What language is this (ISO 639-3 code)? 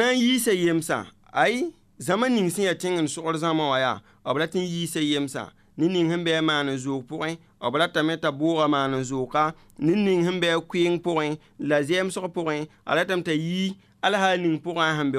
mos